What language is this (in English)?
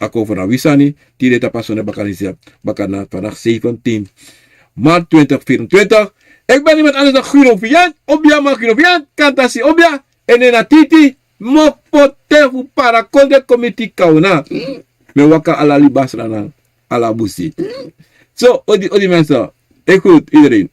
Sranan Tongo